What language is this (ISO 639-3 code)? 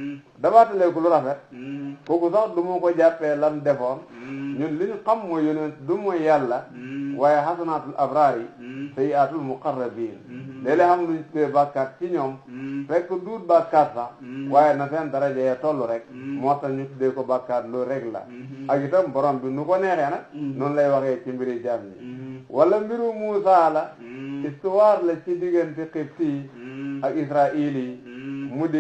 wol